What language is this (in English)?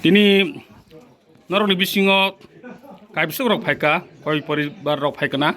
Kok Borok